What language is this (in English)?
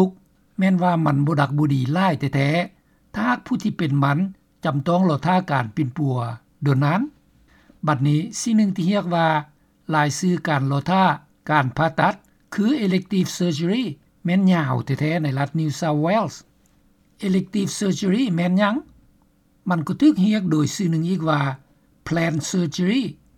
Lao